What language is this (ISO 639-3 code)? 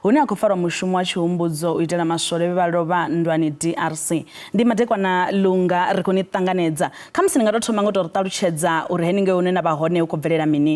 ven